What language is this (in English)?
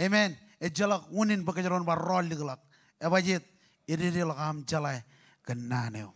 Marshallese